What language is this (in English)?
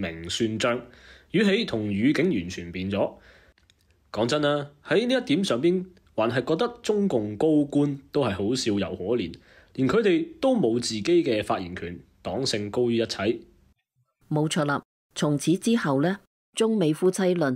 Cantonese